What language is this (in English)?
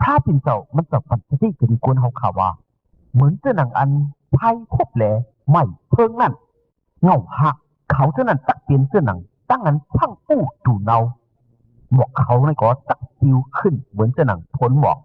Shan